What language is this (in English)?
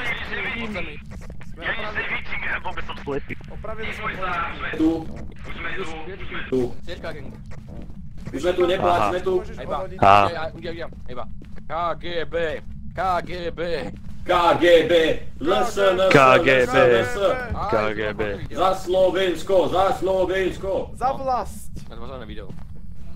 Slovak